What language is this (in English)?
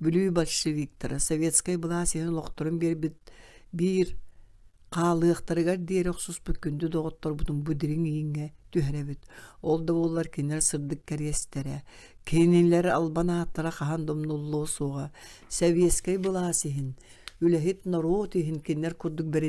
Yakut